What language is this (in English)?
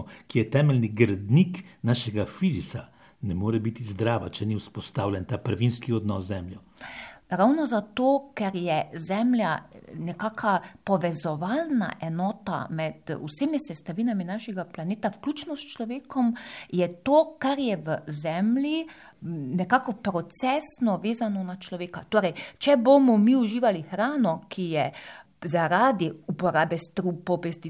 Slovenian